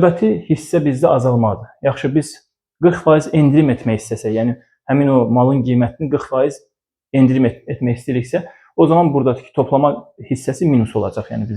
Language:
Azerbaijani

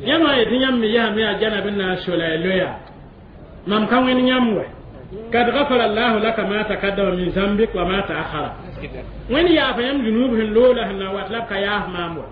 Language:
Mossi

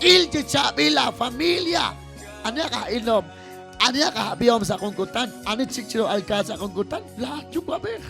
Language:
Kekchí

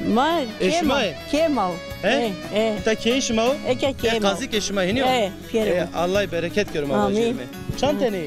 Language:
Zaza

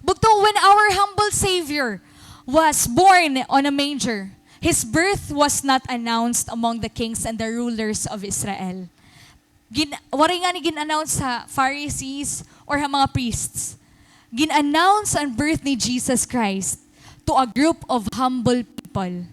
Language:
Waray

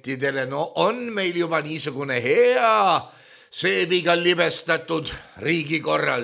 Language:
Estonian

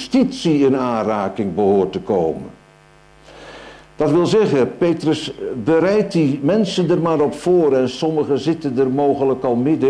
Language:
Dutch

